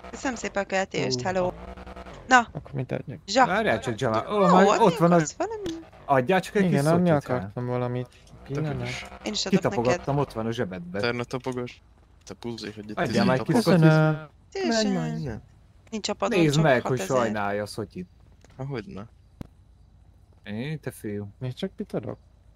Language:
Hungarian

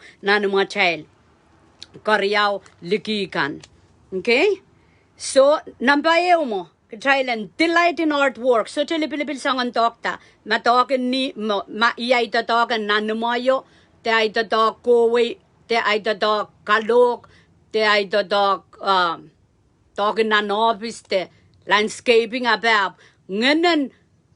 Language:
Pohnpeian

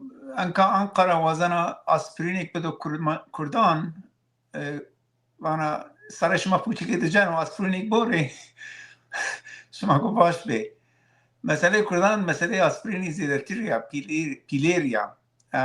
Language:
Zaza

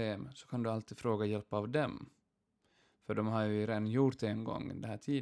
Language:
Swedish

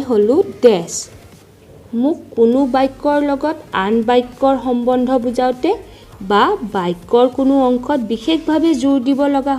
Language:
Assamese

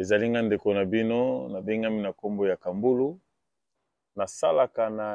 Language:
Lingala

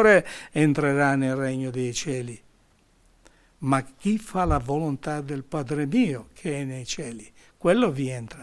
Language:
Italian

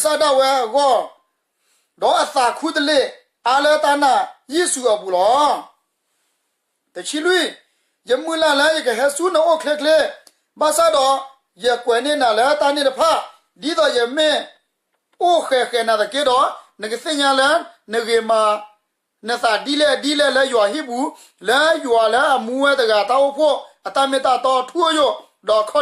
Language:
S'gaw Karen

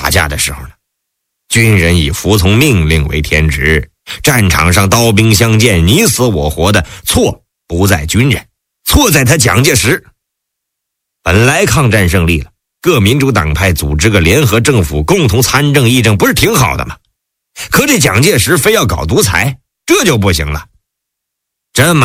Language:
Chinese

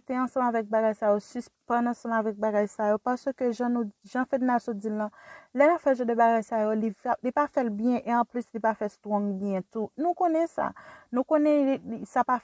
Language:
Haitian Creole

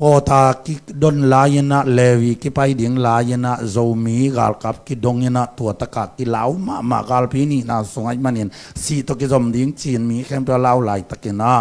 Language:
Tedim Chin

